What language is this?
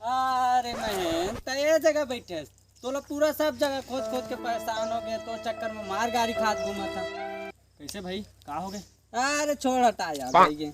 Chhattisgarhi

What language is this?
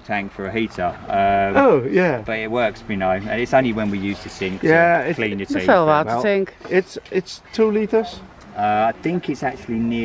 Dutch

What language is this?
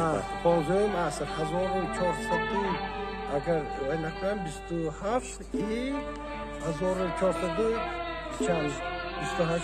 Tajik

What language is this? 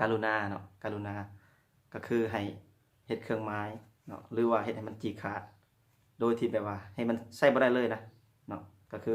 Lao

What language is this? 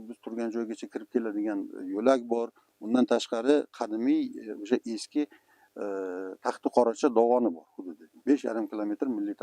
Uzbek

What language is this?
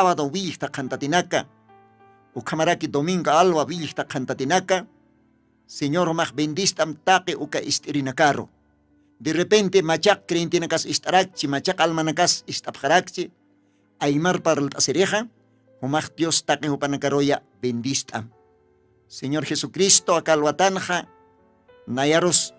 Aymara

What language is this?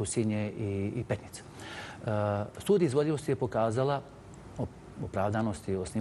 Bosnian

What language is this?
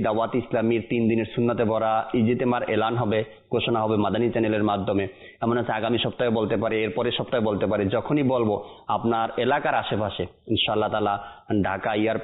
Bangla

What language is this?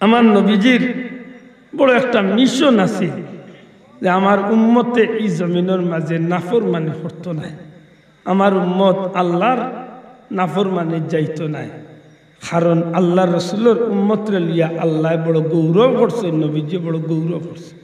Sylheti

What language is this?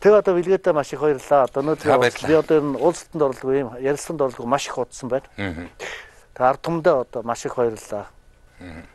Mongolian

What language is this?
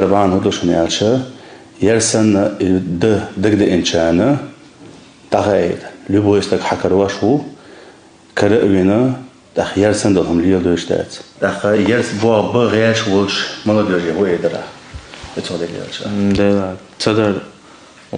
Chechen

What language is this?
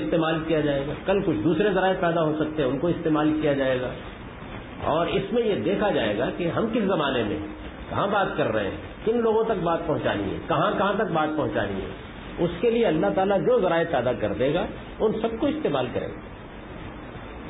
Urdu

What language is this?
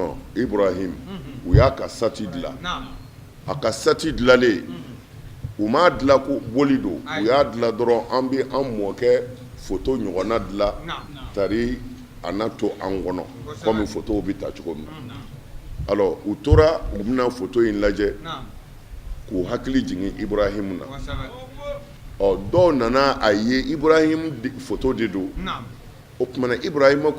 Bambara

